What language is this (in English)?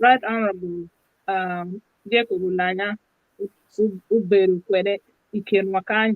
Acoli